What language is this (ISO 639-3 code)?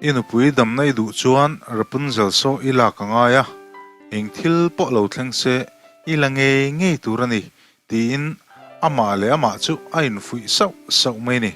lus